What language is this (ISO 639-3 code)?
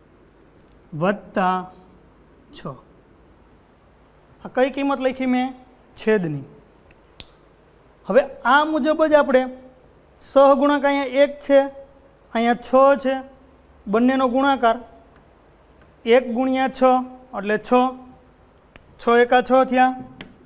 guj